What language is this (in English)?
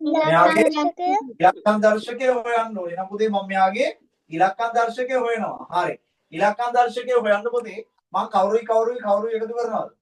Sinhala